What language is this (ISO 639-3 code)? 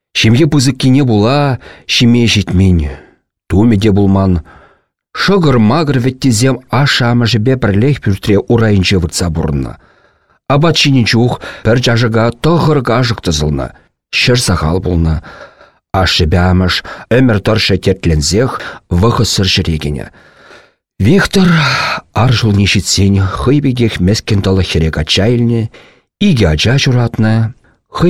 chv